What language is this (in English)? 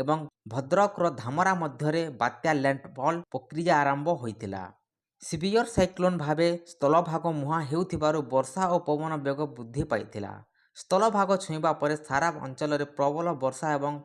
Odia